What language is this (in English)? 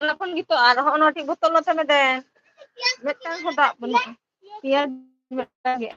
Santali